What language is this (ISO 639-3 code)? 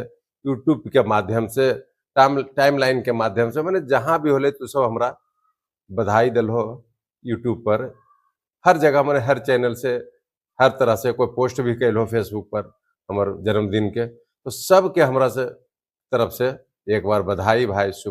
mag